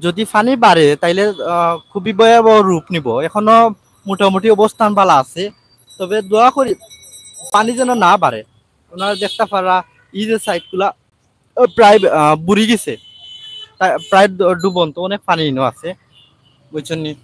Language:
Sylheti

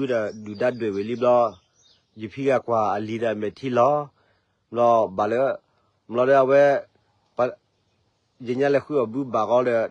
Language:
S'gaw Karen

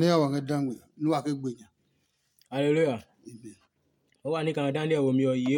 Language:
Adangme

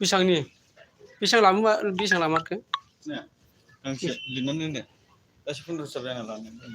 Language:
Bodo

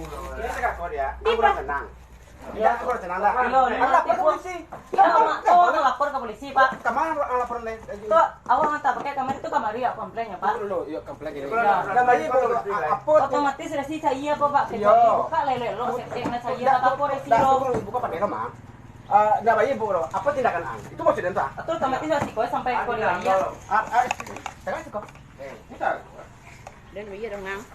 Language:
Minangkabau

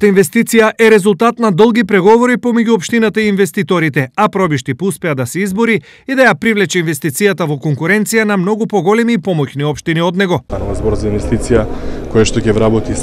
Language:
Macedonian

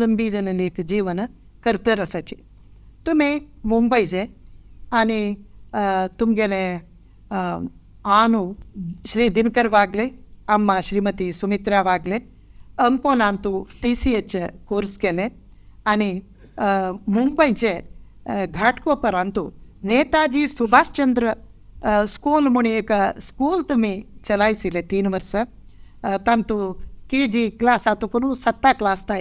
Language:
Konkani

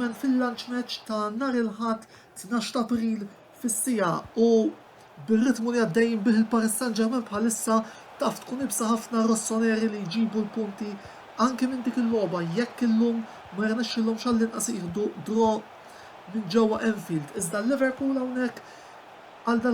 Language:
Maltese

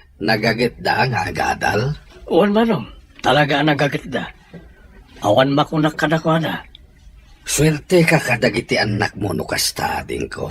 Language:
Iloko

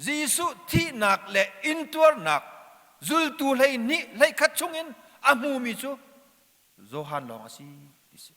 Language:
Hakha Chin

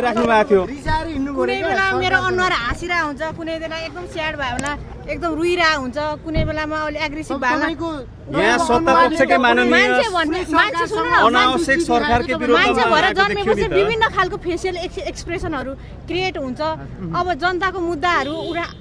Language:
Nepali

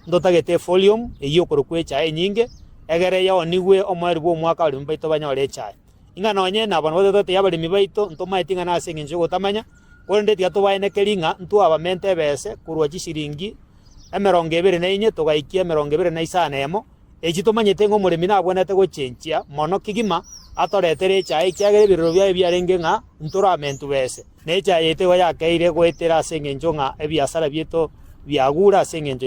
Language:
Gusii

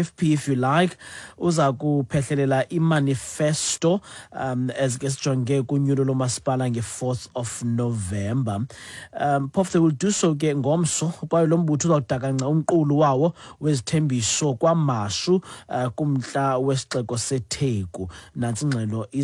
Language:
Xhosa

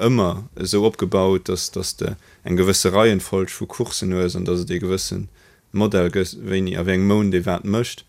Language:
Luxembourgish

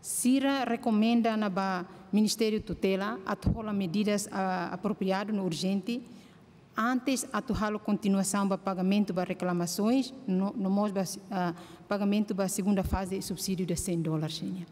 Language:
Tetum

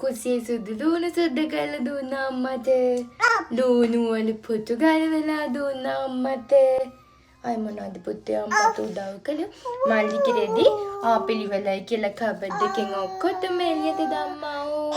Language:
Sinhala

